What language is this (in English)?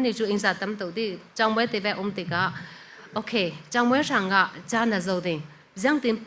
Falam Chin